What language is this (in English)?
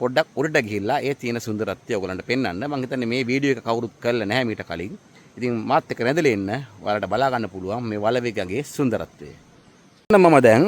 Sinhala